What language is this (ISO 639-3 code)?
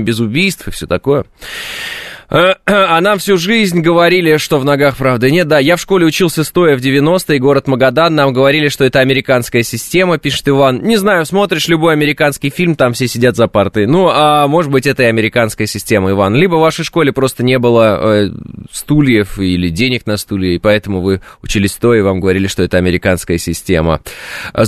rus